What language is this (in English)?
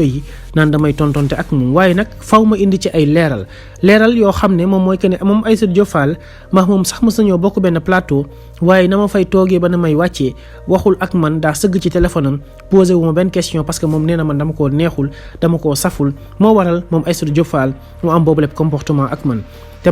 Wolof